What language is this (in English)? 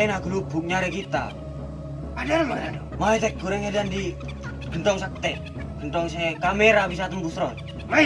Madurese